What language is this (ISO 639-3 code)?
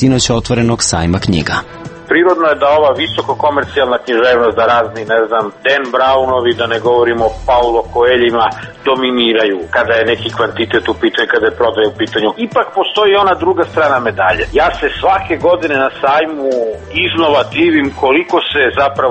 srp